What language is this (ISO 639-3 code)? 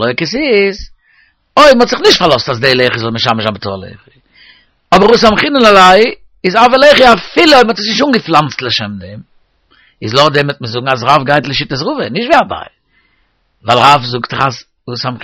yid